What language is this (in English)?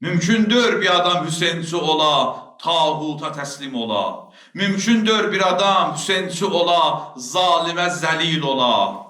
Azerbaijani